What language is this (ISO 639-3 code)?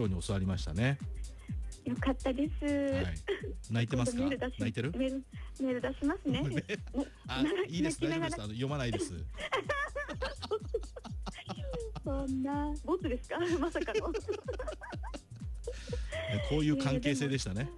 jpn